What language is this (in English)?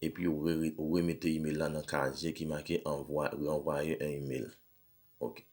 Haitian Creole